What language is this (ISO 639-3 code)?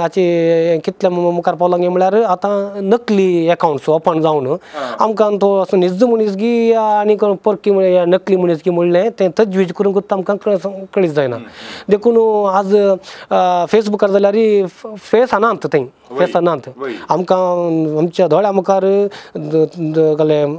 kok